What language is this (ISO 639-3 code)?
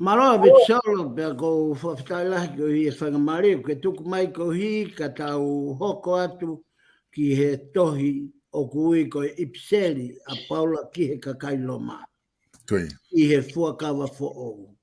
ton